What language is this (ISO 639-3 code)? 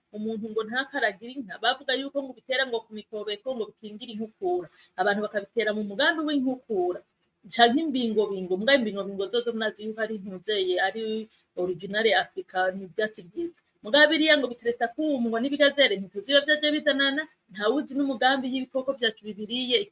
run